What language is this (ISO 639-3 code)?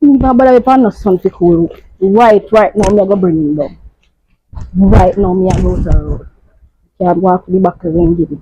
jam